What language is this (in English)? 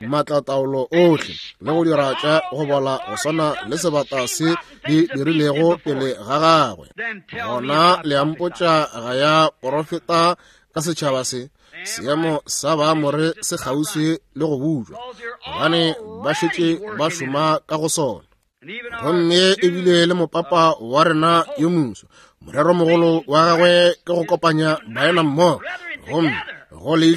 Northern Sotho